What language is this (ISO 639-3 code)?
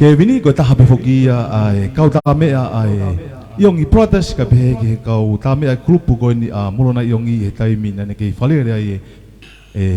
ton